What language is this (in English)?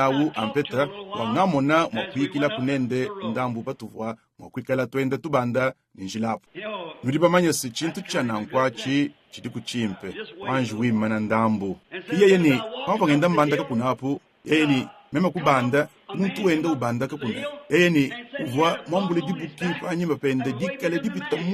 Luba-Lulua